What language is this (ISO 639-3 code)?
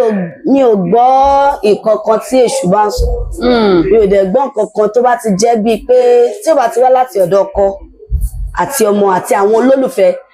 yor